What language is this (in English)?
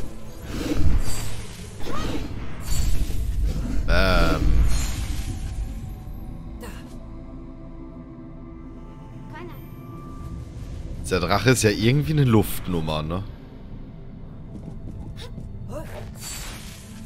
German